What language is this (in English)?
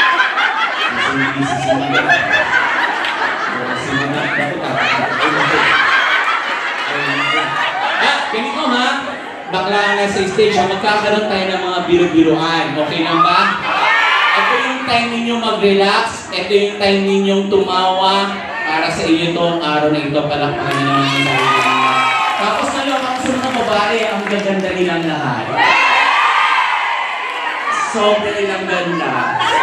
Filipino